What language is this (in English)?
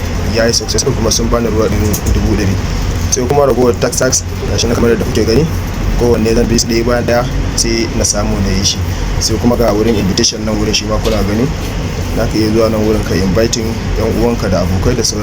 Hausa